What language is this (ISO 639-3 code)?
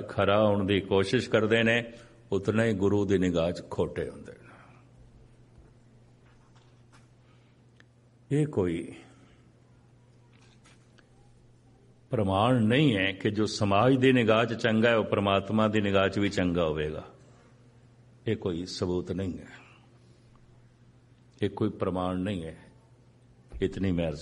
pan